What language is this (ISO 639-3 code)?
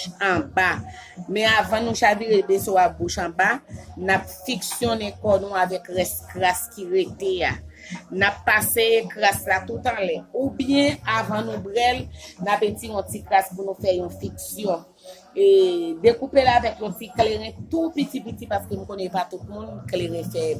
hat